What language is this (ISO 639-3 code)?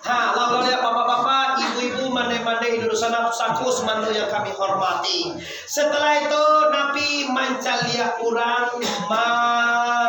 min